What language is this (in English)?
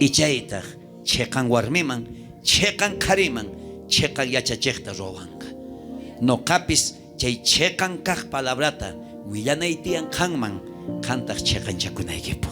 South Bolivian Quechua